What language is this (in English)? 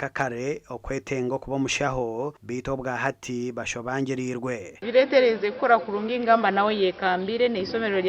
Nyankole